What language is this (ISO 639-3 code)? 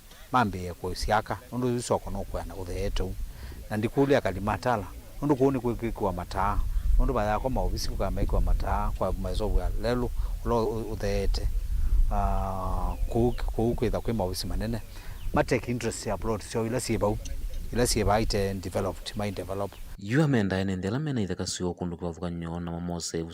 kam